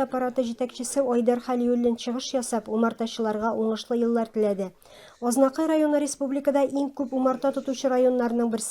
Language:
Tatar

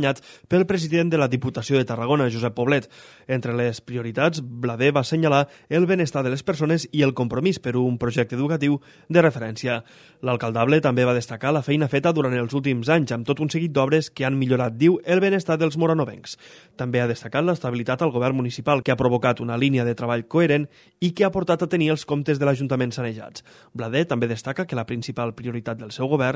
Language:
Catalan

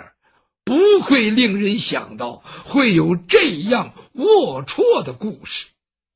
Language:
Chinese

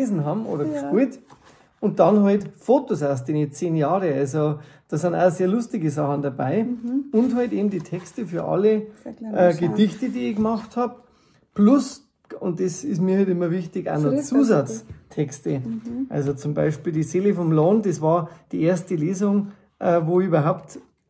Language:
Bavarian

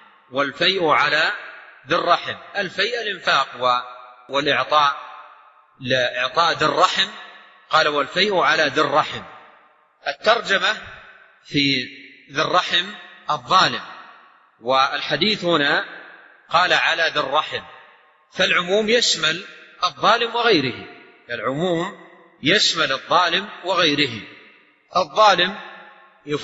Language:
Arabic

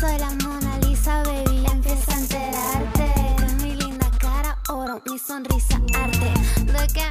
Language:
Basque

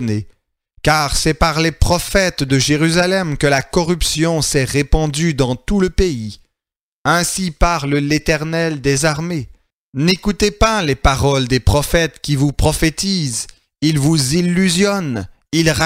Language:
French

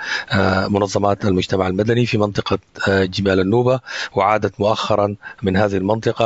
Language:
Sudanese Arabic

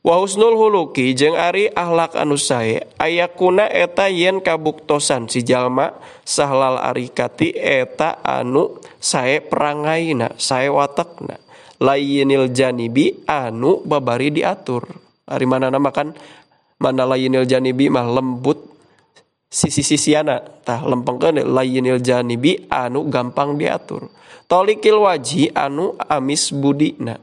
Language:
Sundanese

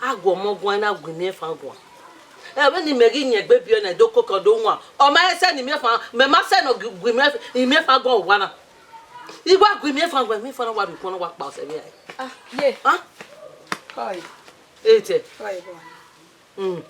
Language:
Bini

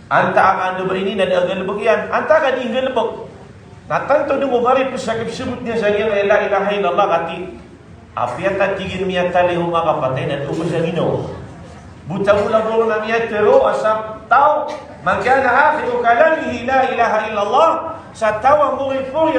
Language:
Maranao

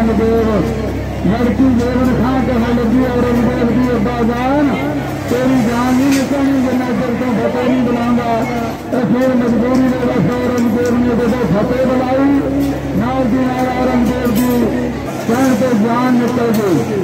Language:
Punjabi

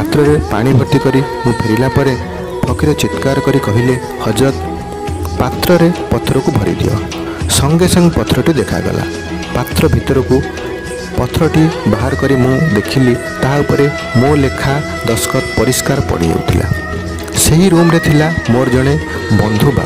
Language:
Odia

